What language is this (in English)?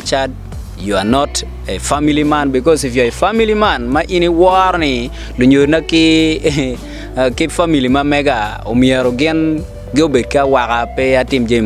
Acoli